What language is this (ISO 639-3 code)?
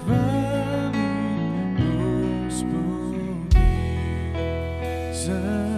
slk